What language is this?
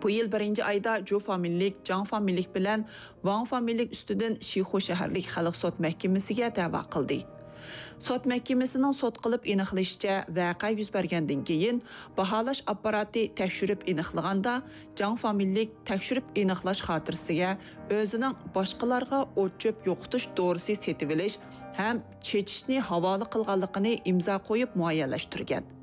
Uyghur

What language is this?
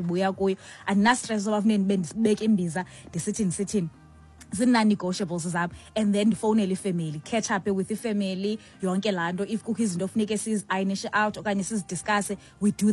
Xhosa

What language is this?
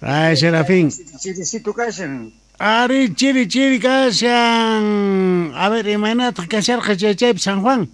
South Bolivian Quechua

